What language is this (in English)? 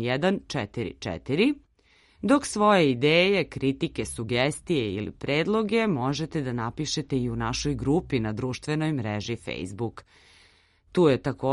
Serbian